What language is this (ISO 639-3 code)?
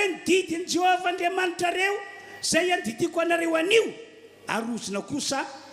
mlg